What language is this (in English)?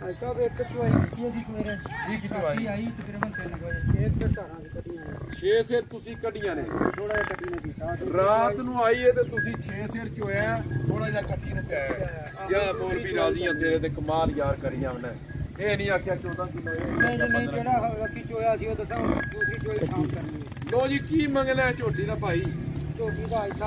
Punjabi